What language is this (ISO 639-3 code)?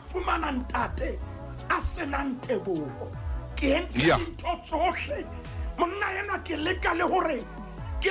sot